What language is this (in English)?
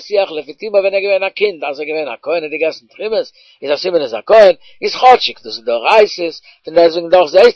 Yiddish